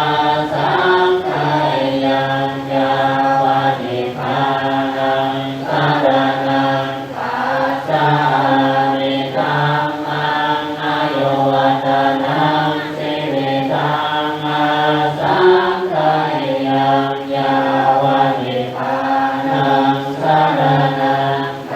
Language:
Pali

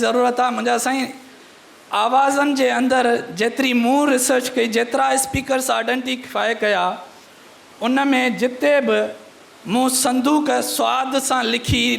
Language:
Sindhi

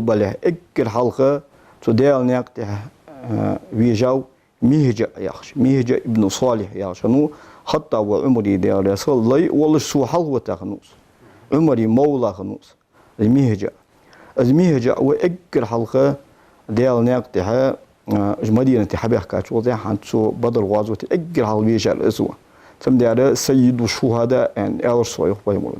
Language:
Ingush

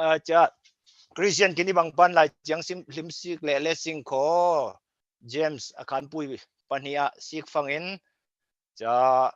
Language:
Falam Chin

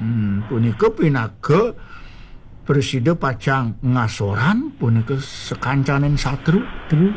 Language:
Balinese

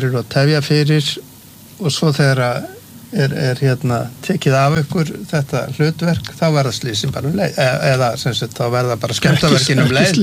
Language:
Icelandic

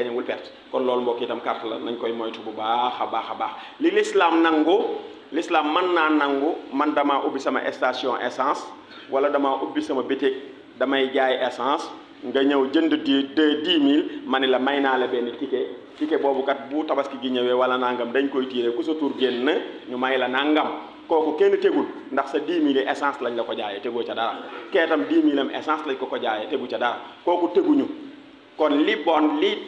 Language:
Wolof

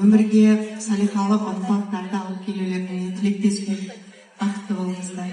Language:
Kazakh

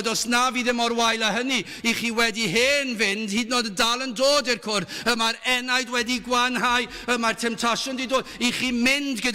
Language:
Welsh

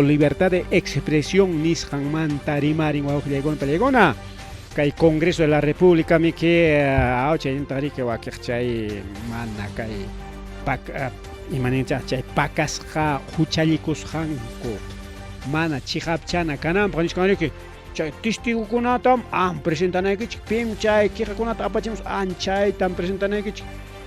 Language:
Ayacucho Quechua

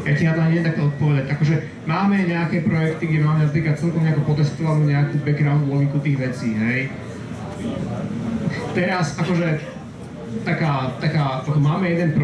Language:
Slovak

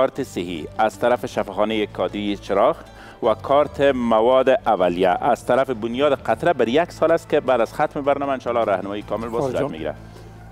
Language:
Persian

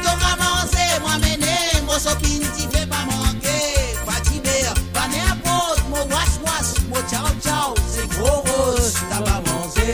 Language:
Morisyen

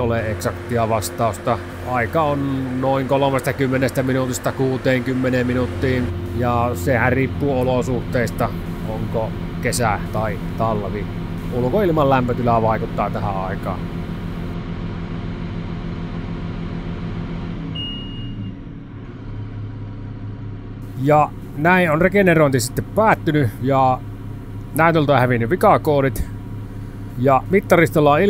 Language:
Finnish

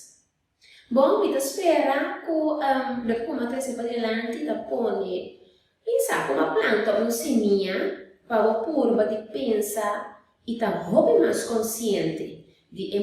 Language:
Papiamento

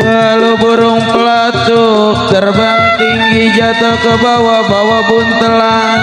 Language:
Betawi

